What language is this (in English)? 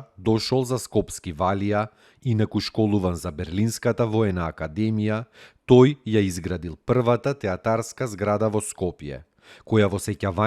Macedonian